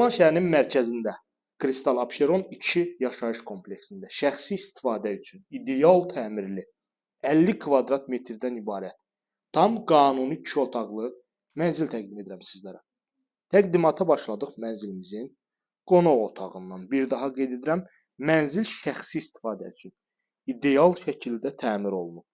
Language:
Azerbaijani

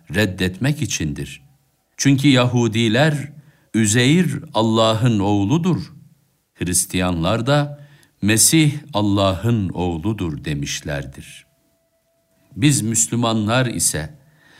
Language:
Turkish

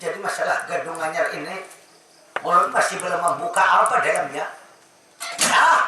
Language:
Banjar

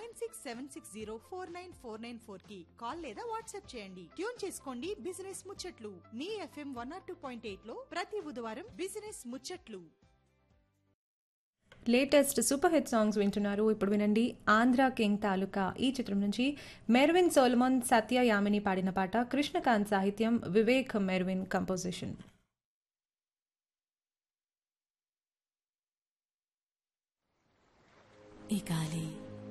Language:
Telugu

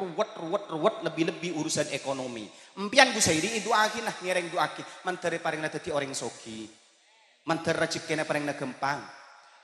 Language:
Madurese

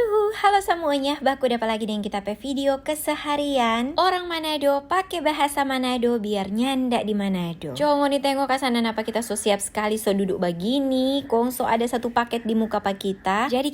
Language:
Manado Malay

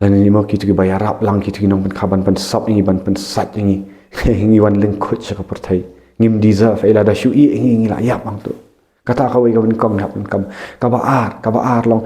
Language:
Khasi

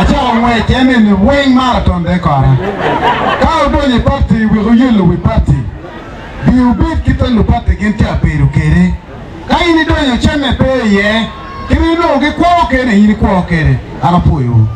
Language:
Acoli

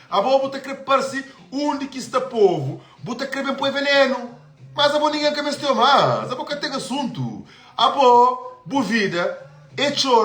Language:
Kabuverdianu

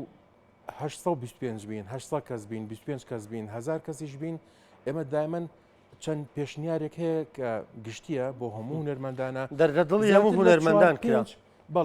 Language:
Central Kurdish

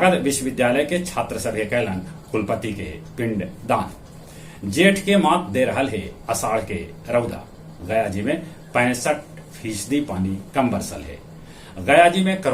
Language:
Magahi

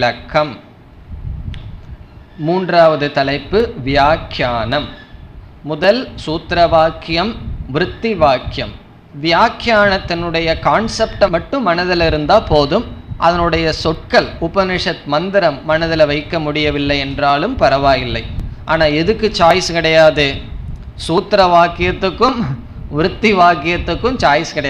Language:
Tamil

